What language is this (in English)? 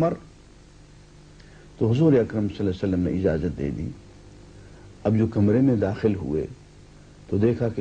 Urdu